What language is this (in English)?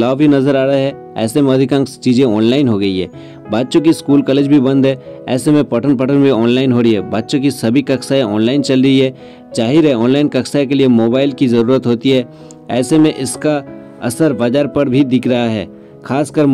Hindi